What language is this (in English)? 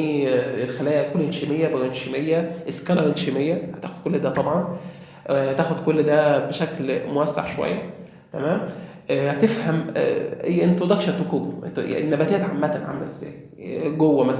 Egyptian Arabic